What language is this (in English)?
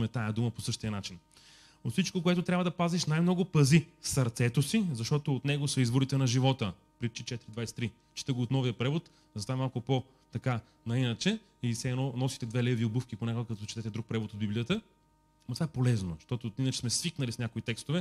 Bulgarian